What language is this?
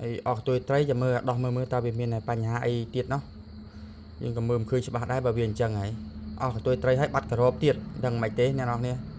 Khmer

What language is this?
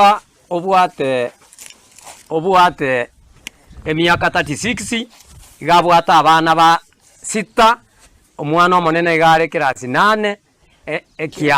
Gusii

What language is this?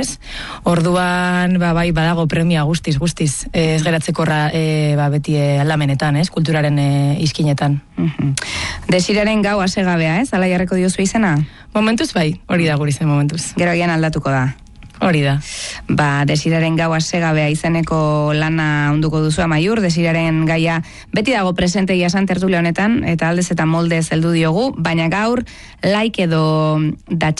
Basque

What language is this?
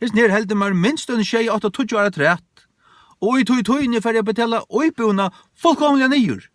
Faroese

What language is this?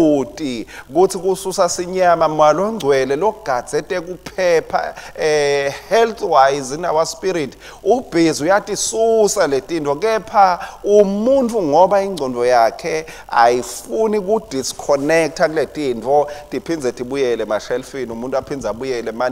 Swati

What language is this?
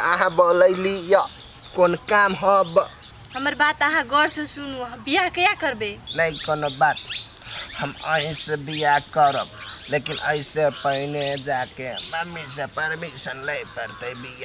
Maithili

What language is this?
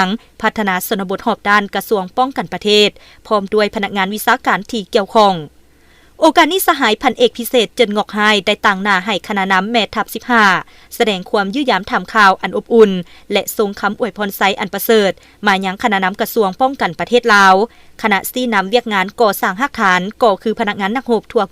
Lao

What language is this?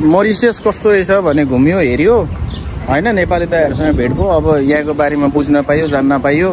Nepali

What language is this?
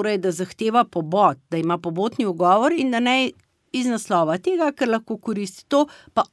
Slovenian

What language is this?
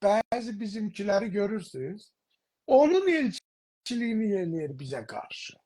South Azerbaijani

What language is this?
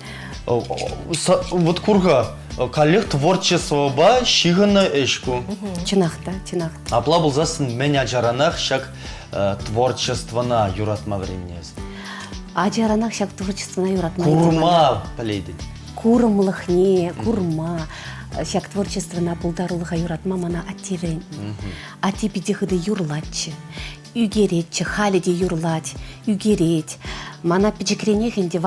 Chuvash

